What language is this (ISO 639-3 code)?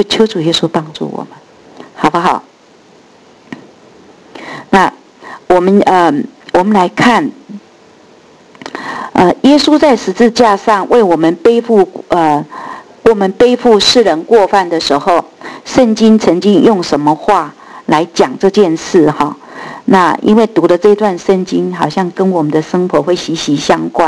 zho